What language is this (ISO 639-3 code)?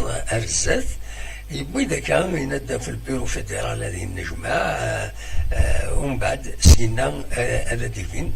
kab